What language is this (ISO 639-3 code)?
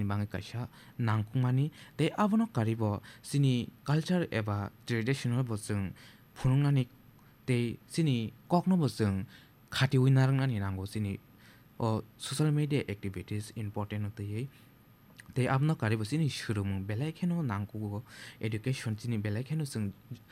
trp